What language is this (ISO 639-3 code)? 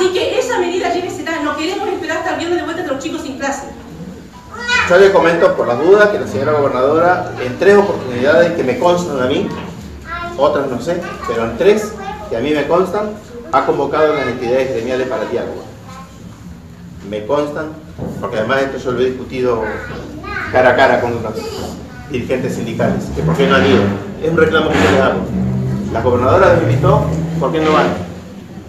spa